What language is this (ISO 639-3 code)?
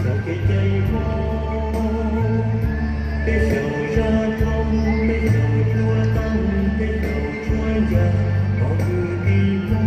hmn